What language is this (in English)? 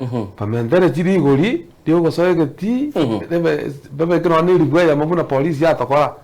Gusii